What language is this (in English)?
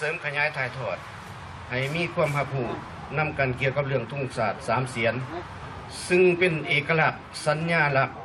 Lao